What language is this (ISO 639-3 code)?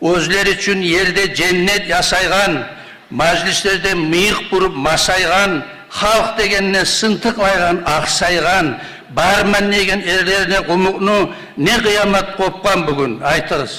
kum